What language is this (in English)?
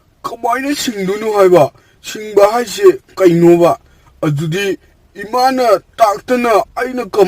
Manipuri